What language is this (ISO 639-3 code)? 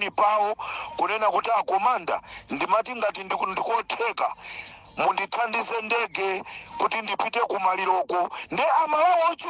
nya